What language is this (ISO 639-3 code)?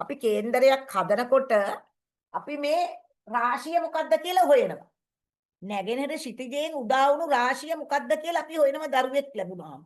sin